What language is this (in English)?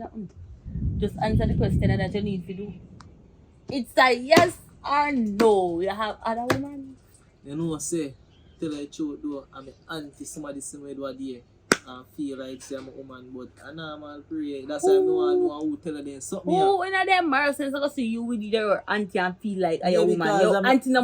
Jamaican Creole English